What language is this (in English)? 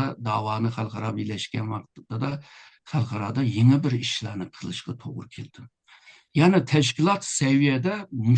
Uyghur